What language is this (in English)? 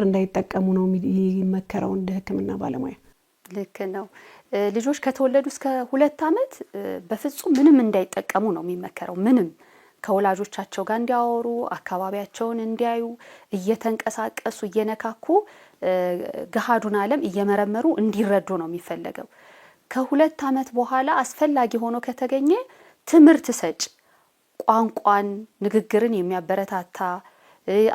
Amharic